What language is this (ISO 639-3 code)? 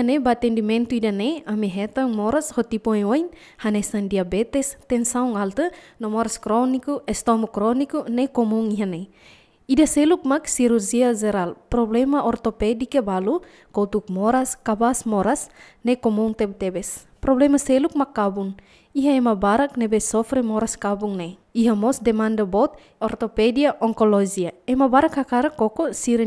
tet